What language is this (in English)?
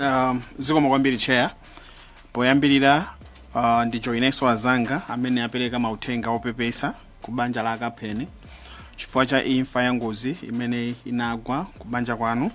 Nyanja